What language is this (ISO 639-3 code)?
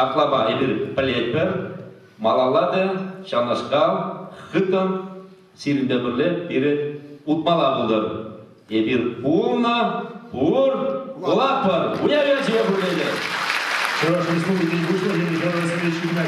chv